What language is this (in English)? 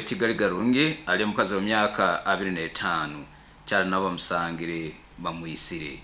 Nyoro